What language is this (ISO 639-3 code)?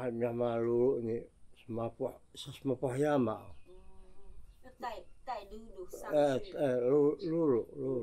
trv